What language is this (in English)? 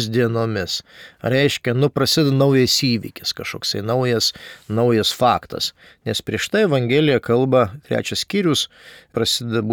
Lithuanian